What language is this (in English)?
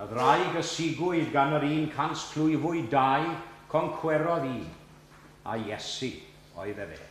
Welsh